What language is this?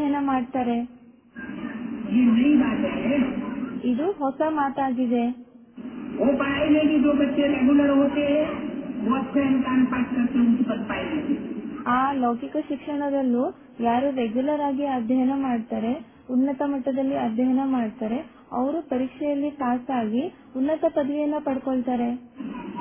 Kannada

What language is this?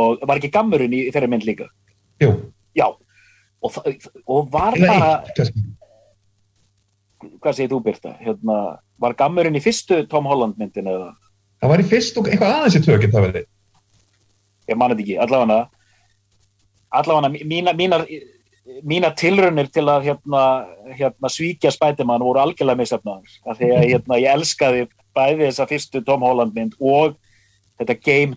Icelandic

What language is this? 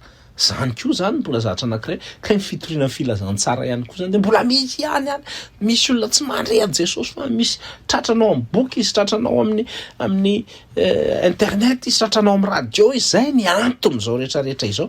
Malagasy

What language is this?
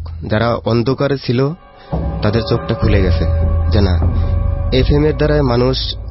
Bangla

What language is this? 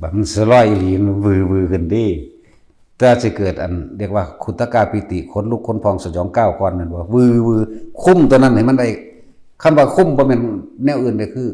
Northeastern Thai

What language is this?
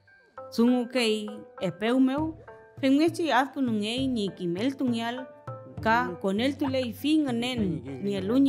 Mapuche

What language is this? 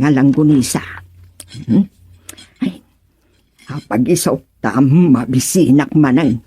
Iloko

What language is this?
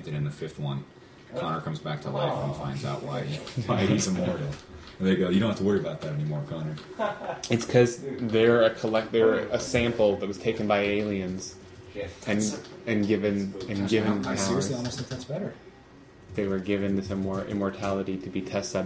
English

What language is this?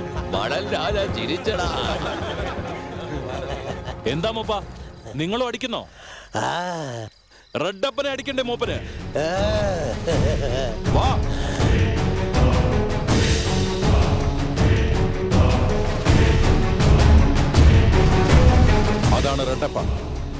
Malayalam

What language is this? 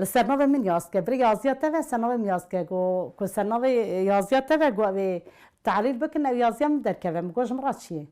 Kurdish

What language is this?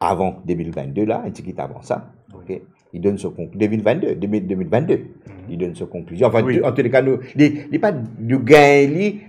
Morisyen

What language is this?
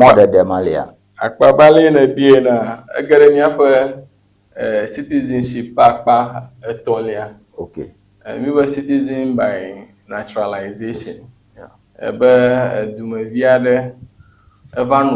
Ewe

